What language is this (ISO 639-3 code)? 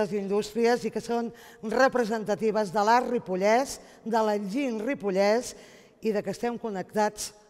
cat